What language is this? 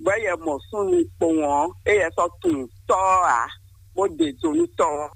Fon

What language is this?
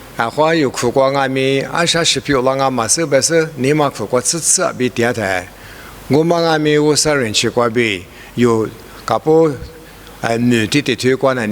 Lisu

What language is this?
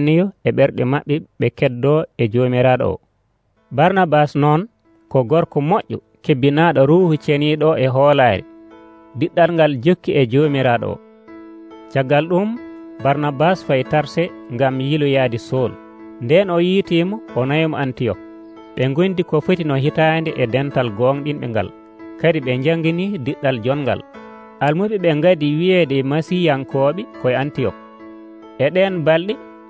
Nigerian Fulfulde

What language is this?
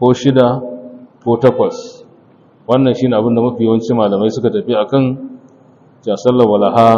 Hausa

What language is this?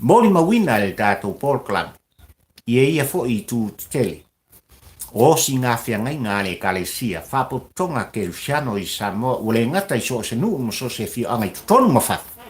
Samoan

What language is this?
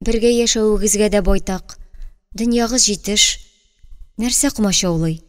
Tatar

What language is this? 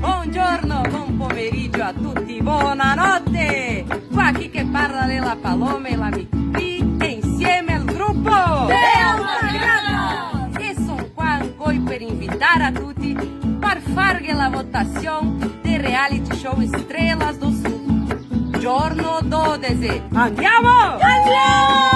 Venetian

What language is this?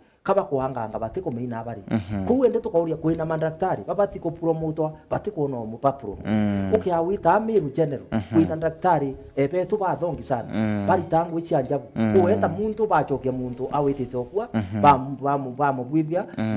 Meru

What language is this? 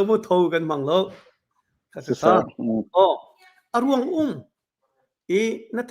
Hakha Chin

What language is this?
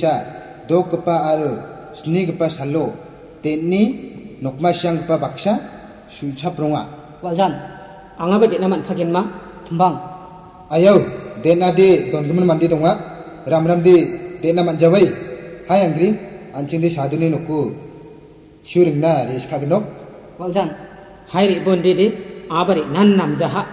Garo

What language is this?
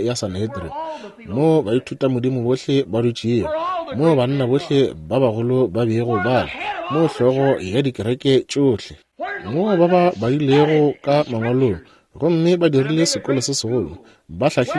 Northern Sotho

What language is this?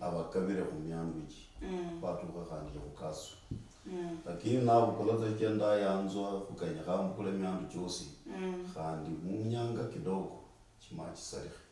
Luyia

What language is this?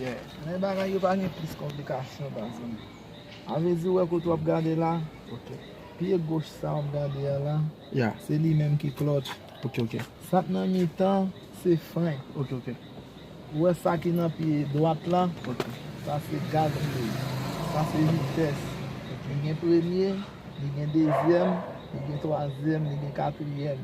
Haitian Creole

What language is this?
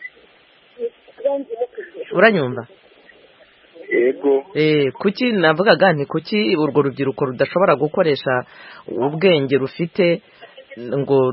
Kinyarwanda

